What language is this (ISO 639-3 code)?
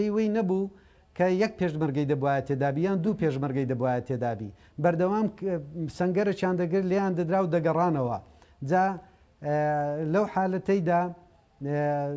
ckb